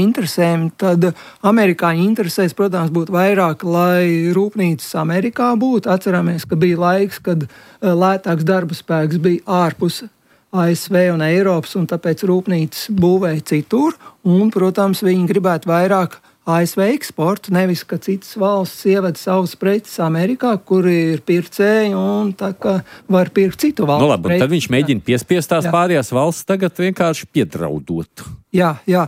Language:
Latvian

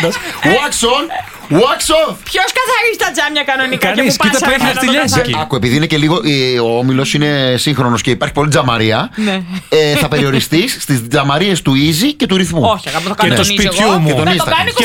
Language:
Greek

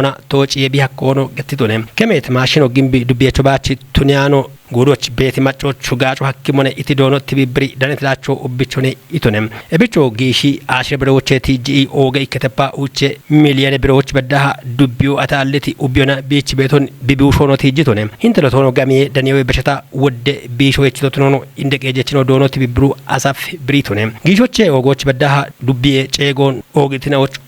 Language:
Kafa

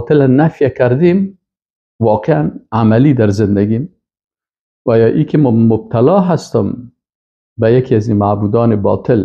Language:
Persian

